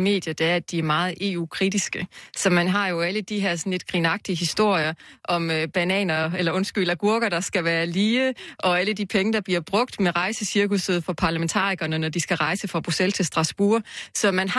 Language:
Danish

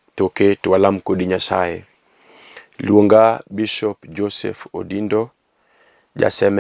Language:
Luo (Kenya and Tanzania)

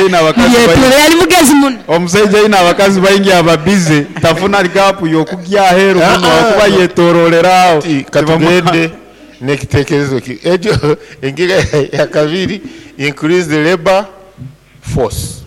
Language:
Nyoro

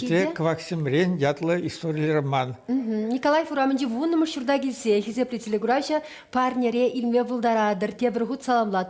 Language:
Chuvash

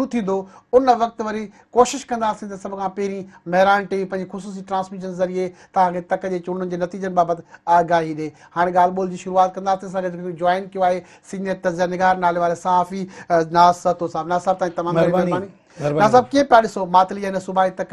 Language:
Sindhi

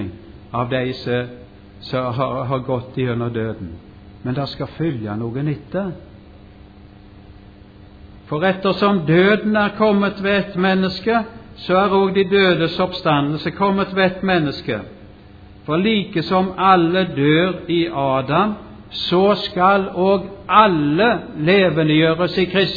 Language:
Norwegian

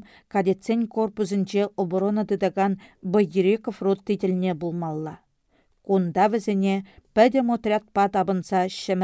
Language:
Chuvash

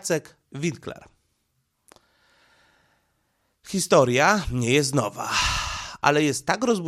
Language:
Polish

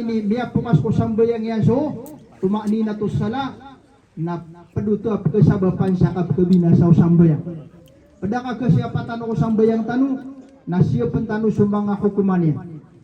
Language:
Maranao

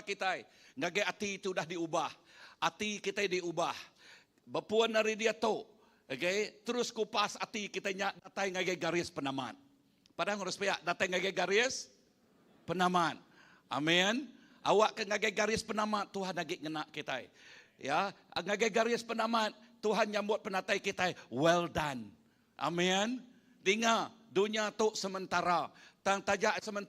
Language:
Iban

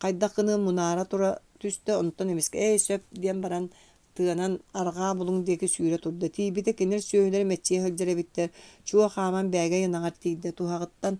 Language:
Yakut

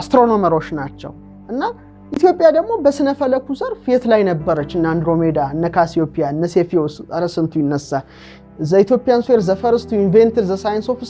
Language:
Amharic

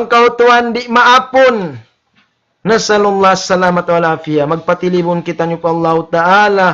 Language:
Tausug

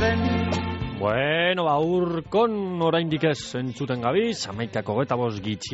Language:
Basque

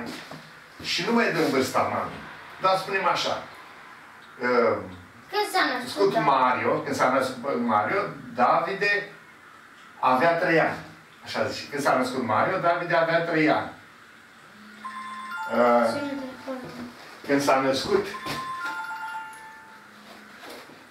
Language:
Romanian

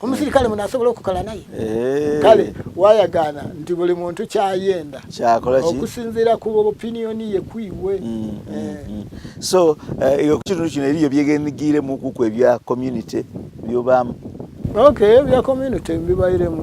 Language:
Soga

